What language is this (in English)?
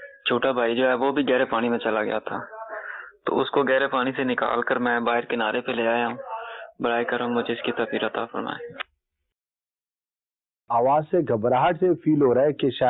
Urdu